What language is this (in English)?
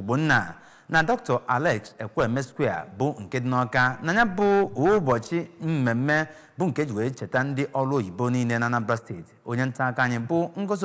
Igbo